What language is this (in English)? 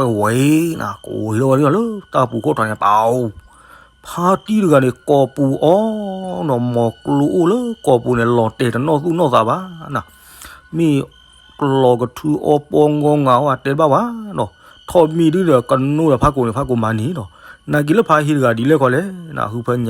S'gaw Karen